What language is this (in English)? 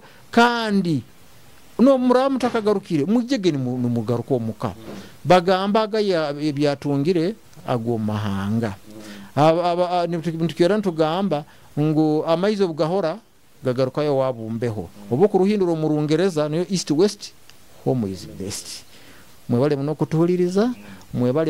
Nyoro